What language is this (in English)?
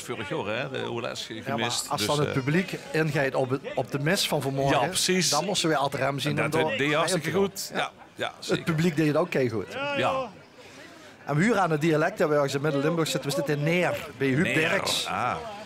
Limburgish